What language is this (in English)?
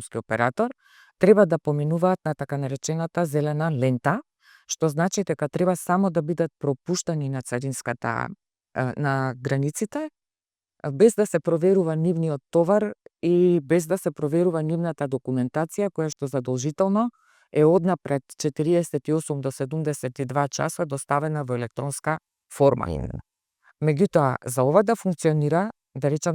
Macedonian